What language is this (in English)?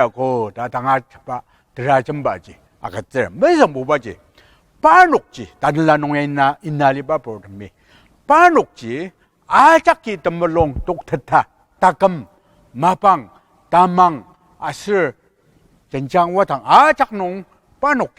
Ao Naga